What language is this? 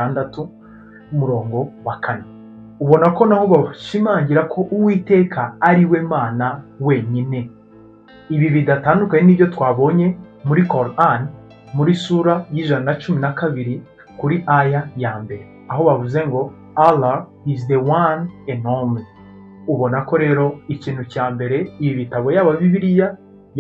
Kinyarwanda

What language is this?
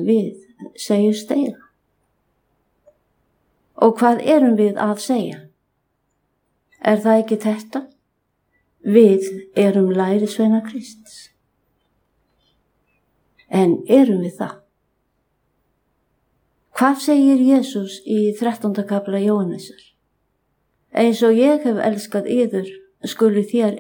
Icelandic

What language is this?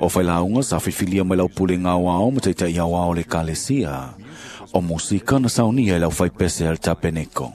Samoan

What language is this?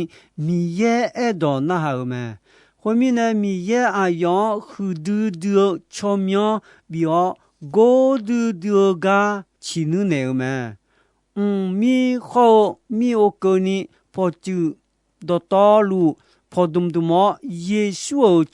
Akha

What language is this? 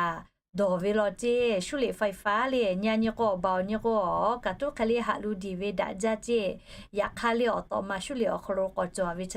Lahu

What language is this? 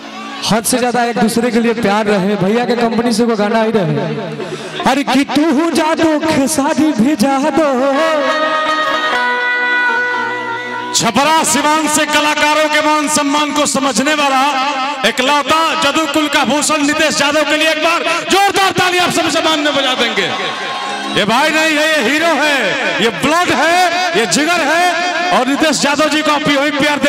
Bhojpuri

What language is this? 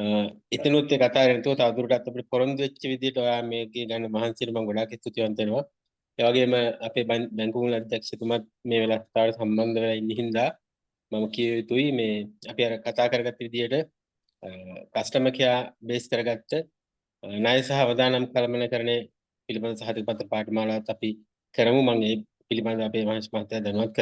Sinhala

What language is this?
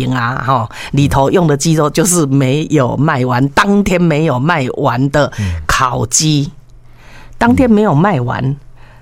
Chinese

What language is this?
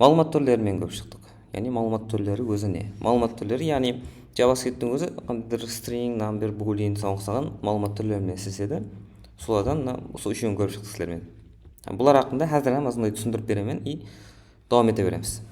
Kara-Kalpak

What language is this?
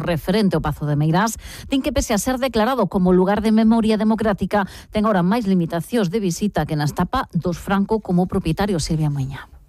Galician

